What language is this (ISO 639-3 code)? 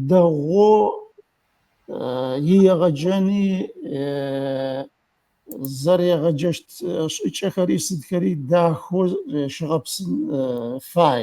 ady